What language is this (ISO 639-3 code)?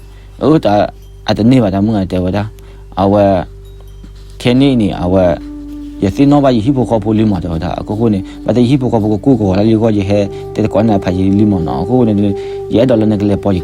ksw